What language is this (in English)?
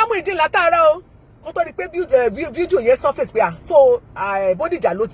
Yoruba